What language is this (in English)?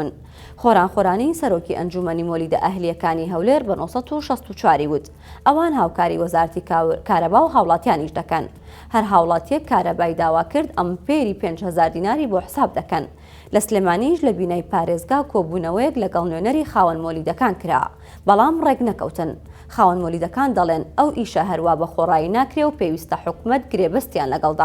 Central Kurdish